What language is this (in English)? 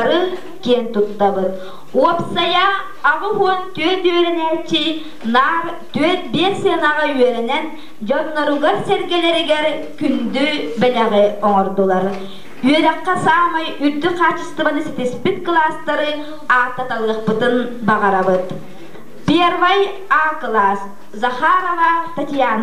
Yakut